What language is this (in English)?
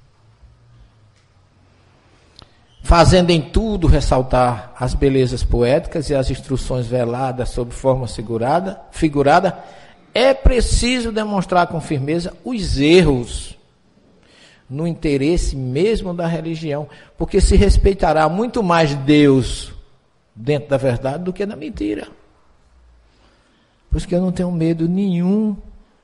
Portuguese